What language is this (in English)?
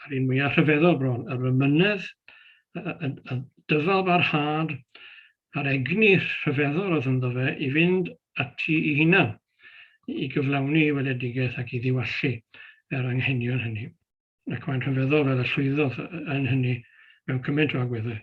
Welsh